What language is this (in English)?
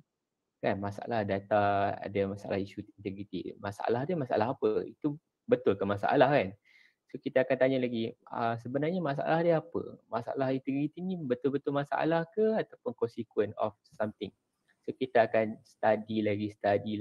Malay